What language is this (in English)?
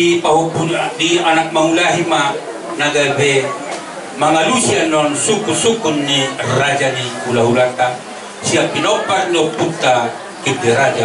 Batak Toba